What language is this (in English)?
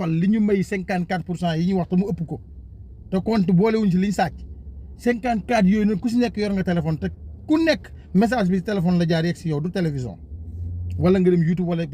Wolof